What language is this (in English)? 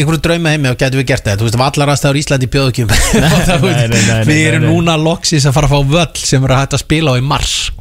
Icelandic